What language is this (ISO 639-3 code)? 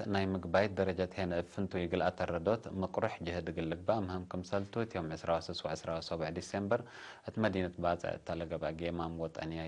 tig